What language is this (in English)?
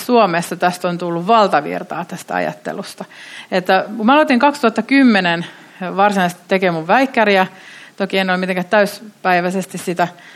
Finnish